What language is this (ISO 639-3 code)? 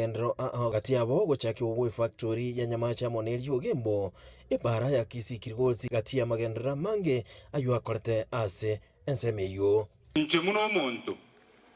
guz